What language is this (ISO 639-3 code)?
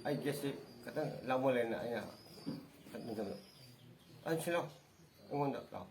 mni